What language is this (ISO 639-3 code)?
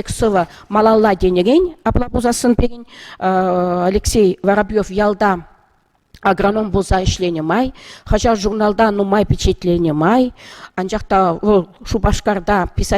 chv